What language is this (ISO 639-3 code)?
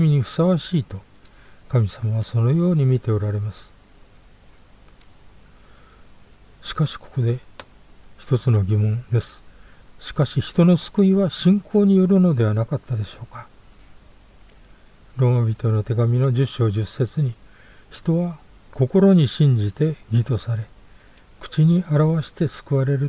jpn